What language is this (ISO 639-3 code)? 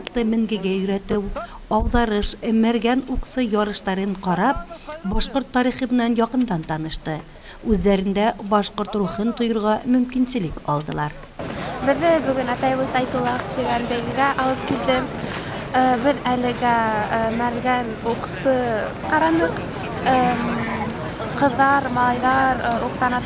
bak